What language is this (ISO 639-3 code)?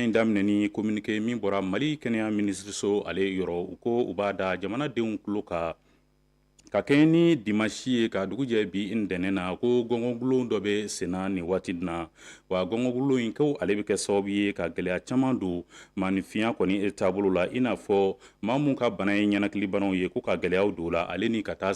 bam